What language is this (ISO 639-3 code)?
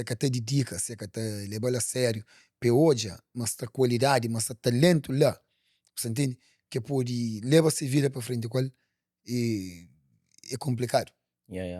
kea